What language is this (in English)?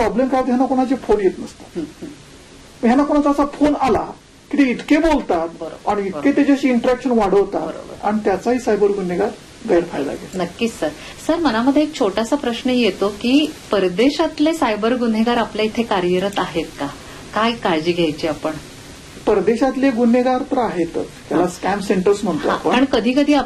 Marathi